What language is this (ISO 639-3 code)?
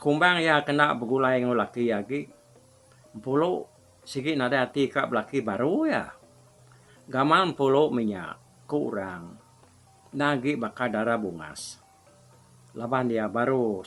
iba